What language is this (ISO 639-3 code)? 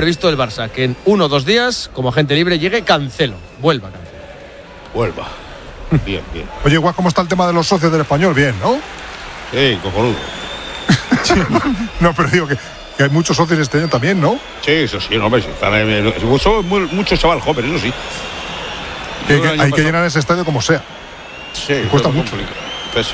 spa